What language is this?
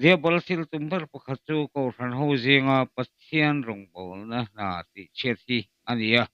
Mizo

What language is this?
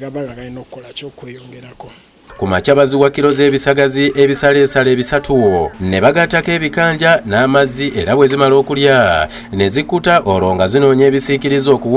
Ganda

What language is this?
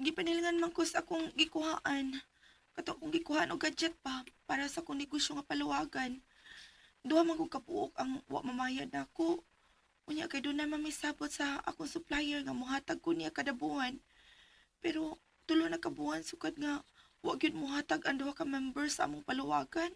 Cebuano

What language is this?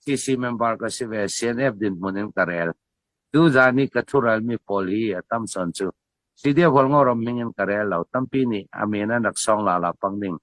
Hakha Chin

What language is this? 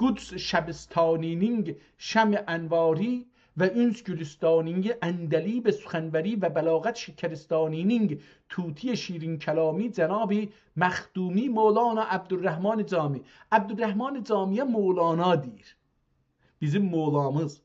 South Azerbaijani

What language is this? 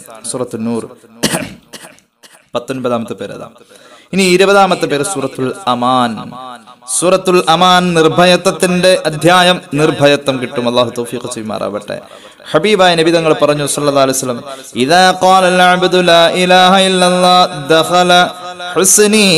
Malayalam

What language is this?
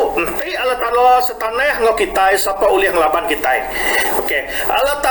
Iban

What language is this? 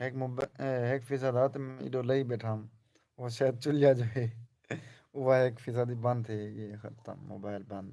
Saraiki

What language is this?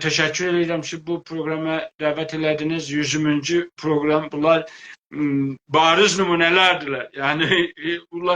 South Azerbaijani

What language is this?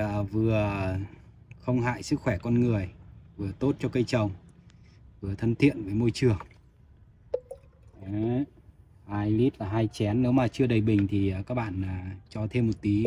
Vietnamese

